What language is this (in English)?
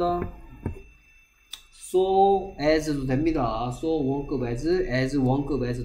Korean